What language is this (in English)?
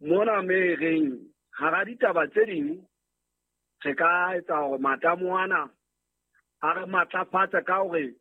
Southern Sotho